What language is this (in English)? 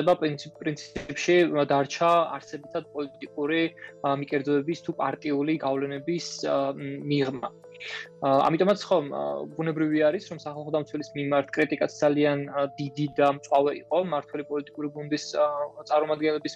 Georgian